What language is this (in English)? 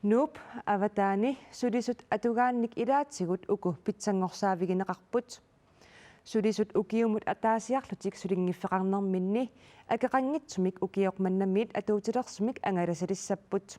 Kalaallisut